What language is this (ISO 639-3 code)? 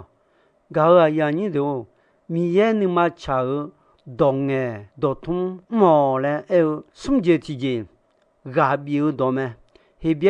ahk